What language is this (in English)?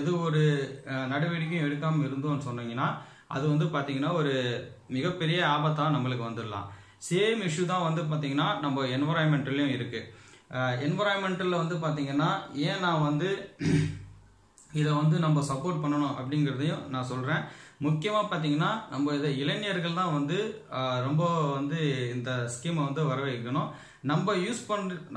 Tamil